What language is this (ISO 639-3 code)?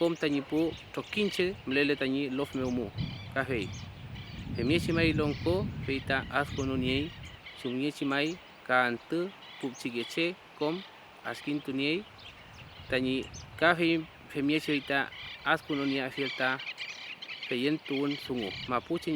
arn